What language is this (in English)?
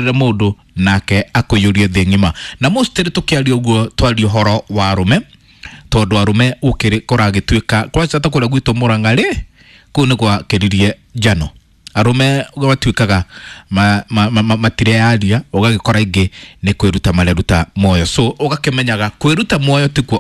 Kikuyu